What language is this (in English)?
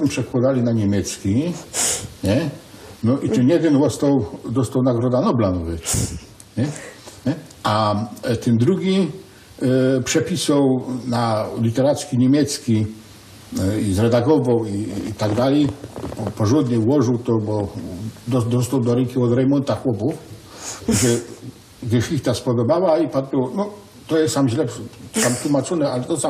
Silesian